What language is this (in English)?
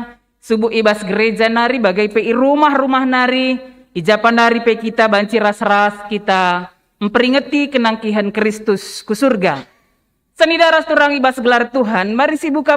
Batak Karo